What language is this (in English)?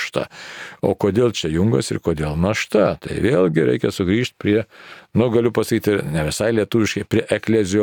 Lithuanian